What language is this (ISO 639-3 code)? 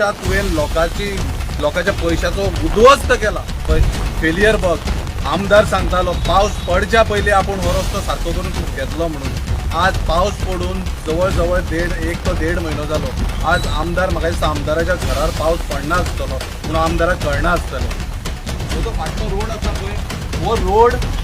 kok